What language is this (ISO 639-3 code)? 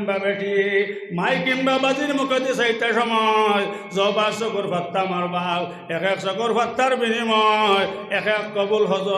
syl